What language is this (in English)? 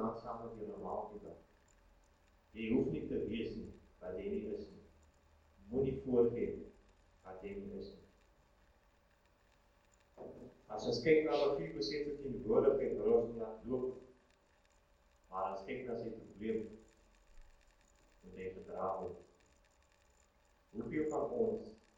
Afrikaans